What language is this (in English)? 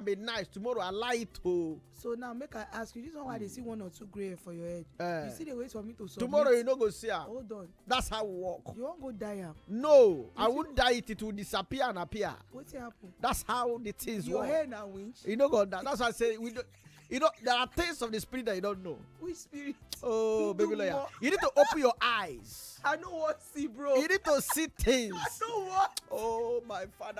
Nigerian Pidgin